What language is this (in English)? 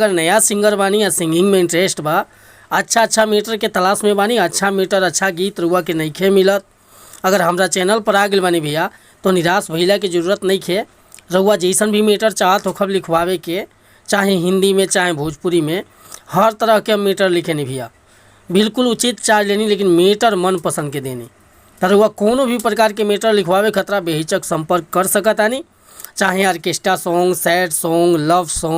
Bhojpuri